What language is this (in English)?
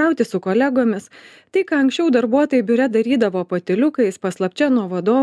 Lithuanian